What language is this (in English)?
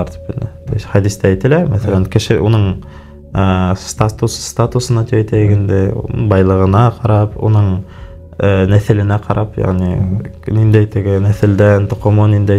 Bashkir